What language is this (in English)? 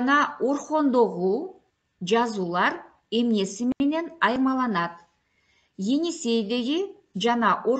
Kyrgyz